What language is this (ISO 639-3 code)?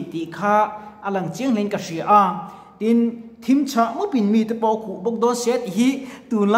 lus